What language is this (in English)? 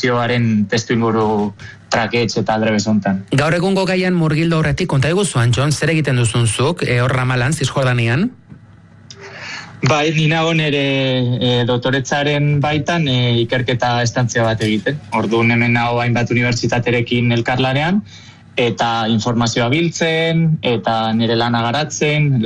Basque